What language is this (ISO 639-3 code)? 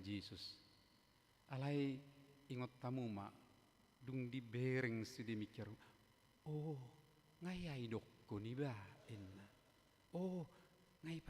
bbc